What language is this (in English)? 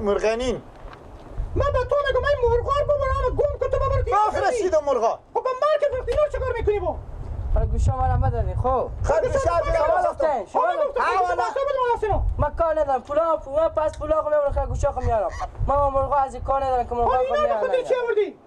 Persian